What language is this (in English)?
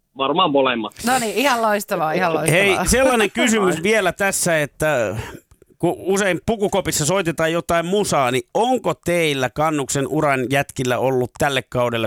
Finnish